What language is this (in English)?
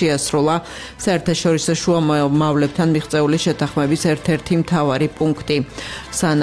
Georgian